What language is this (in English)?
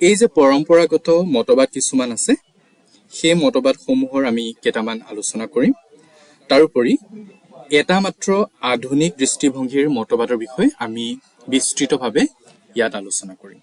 Assamese